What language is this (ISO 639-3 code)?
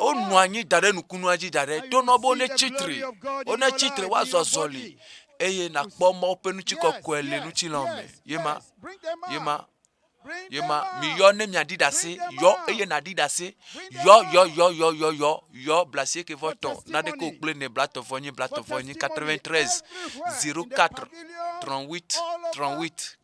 ewe